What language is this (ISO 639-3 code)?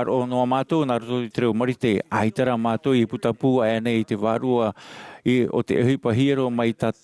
tah